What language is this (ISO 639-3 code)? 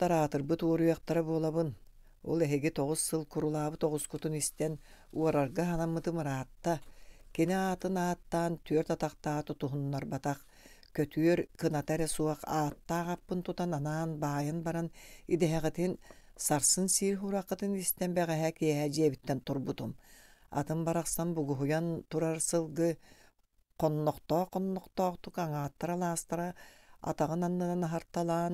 sah